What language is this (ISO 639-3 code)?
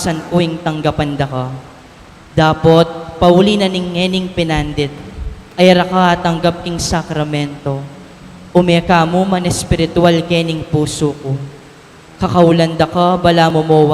pam